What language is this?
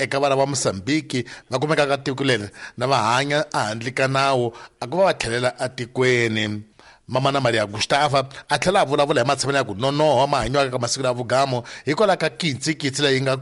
Tsonga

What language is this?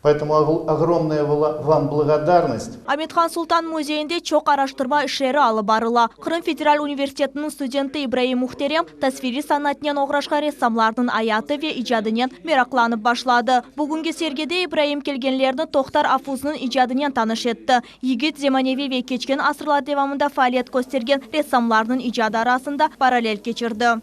Crimean Tatar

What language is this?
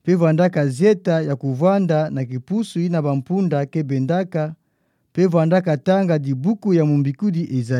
Kituba (Democratic Republic of Congo)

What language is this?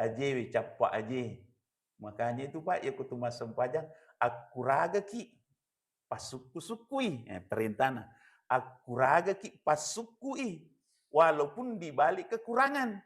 Buginese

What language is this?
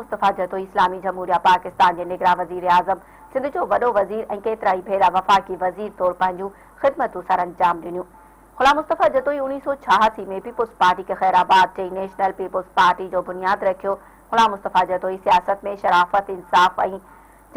Sindhi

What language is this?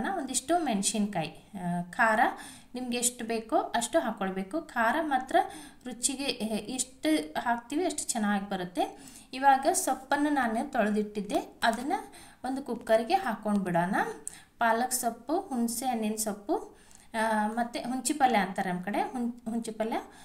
Kannada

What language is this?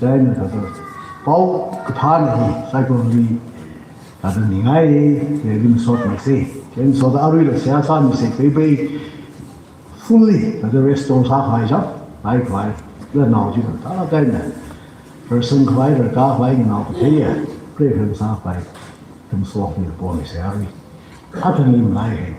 Tangkhul Naga (India)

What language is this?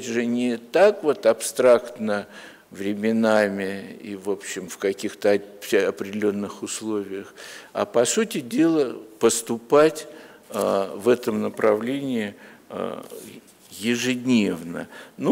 Russian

